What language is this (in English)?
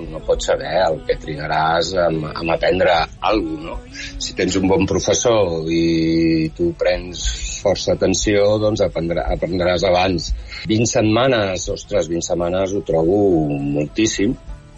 Catalan